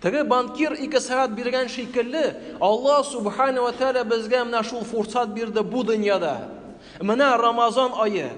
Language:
Tatar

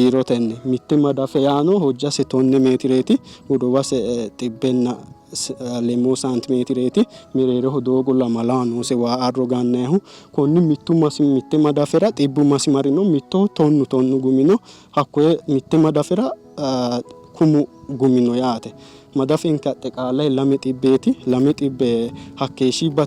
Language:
Sidamo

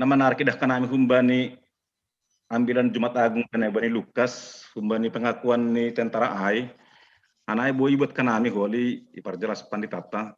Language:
Batak Simalungun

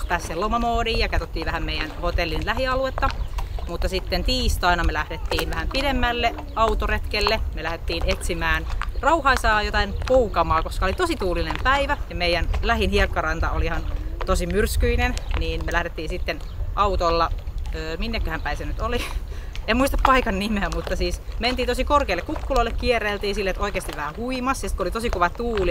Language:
Finnish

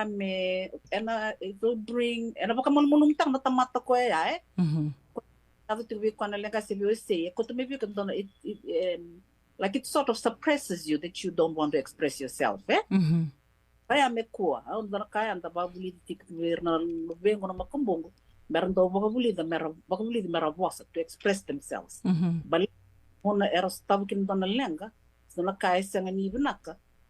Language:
Fijian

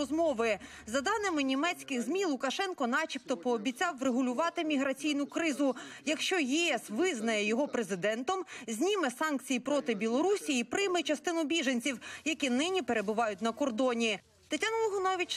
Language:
Ukrainian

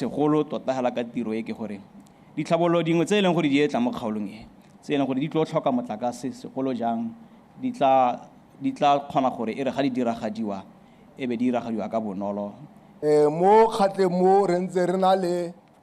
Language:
Tswana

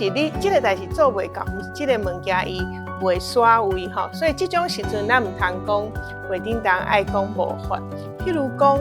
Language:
Min Nan Chinese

